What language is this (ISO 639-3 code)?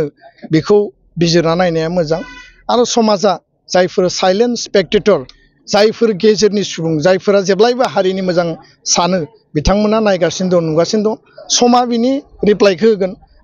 brx